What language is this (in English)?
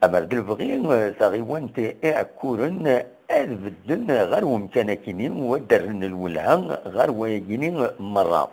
Kabyle